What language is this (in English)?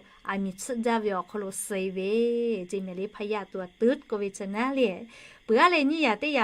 Lahu